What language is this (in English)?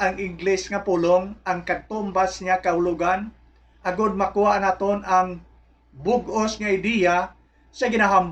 Hiligaynon